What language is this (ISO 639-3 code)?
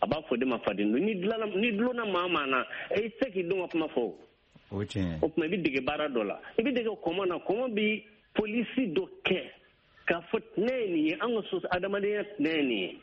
bam